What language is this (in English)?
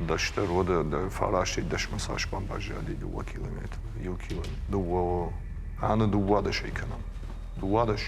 Ossetic